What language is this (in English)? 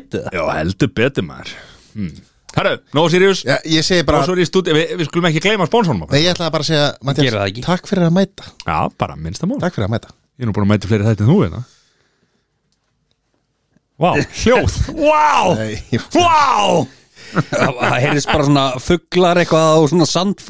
Icelandic